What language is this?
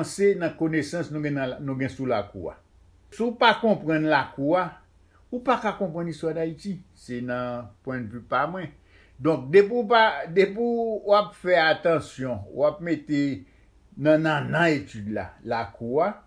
Haitian Creole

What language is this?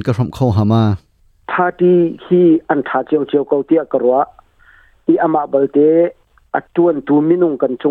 Hakha Chin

